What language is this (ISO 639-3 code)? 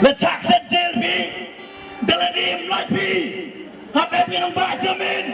kha